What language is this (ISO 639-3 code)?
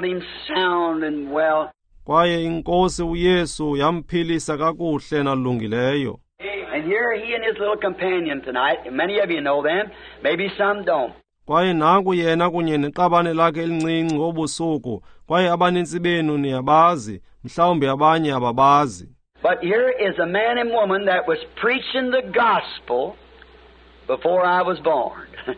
xho